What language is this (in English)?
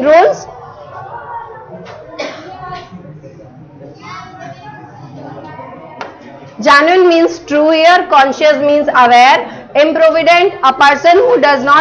Hindi